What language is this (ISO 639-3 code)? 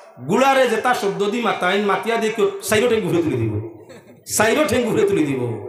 syl